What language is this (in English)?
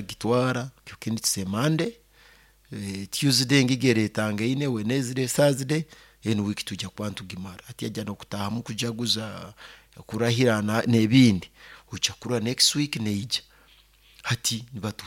Nyoro